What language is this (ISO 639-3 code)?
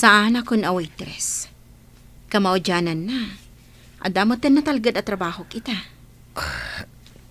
ilo